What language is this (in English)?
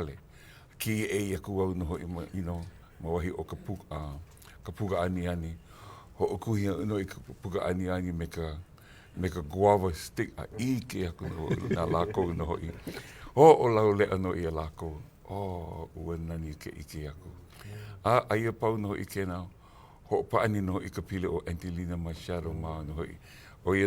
Hawaiian